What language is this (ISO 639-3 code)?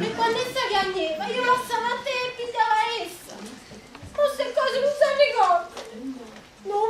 nap